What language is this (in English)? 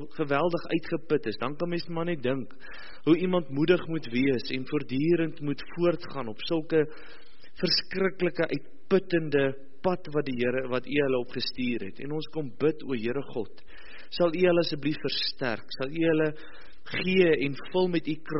Afrikaans